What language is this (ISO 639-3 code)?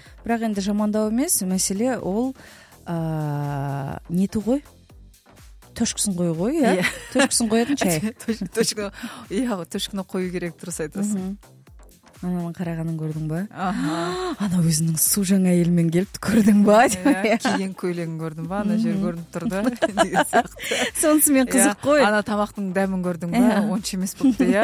kaz